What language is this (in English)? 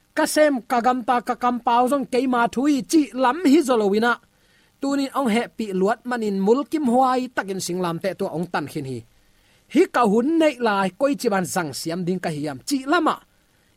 Tedim Chin